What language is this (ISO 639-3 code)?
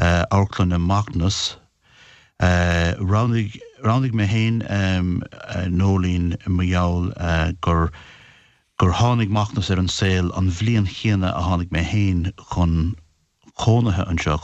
gle